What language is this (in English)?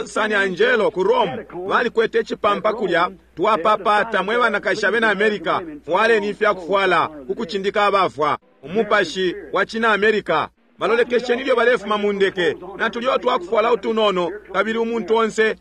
Bemba